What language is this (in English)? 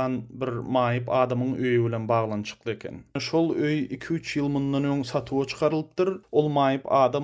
Turkmen